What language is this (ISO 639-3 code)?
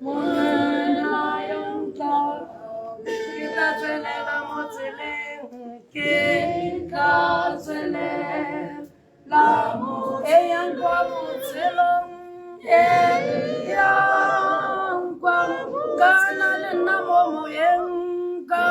tsn